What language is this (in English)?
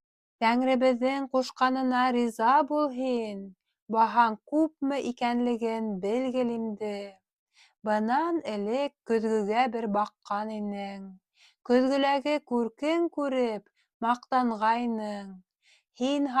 Bashkir